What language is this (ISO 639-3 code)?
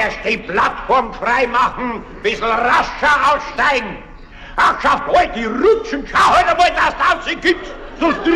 bar